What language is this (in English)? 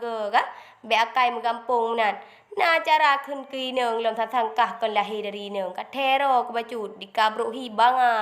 Achinese